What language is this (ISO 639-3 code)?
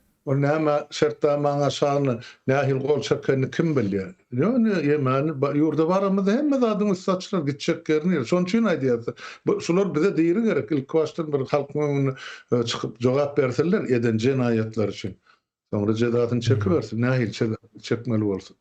tuk